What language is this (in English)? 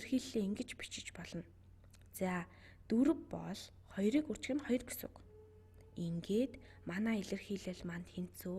Mongolian